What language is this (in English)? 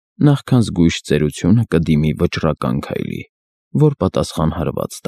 Armenian